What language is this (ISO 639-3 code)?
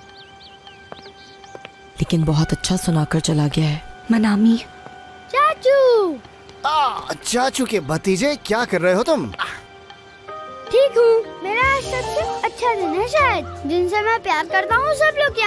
hin